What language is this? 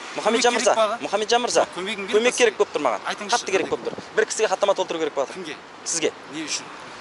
Kazakh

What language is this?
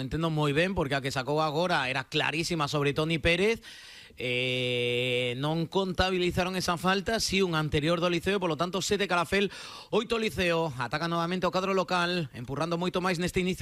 Galician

